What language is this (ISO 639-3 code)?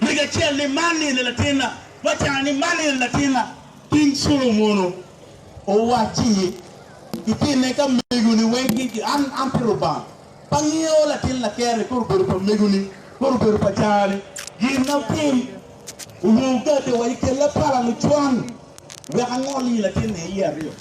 ach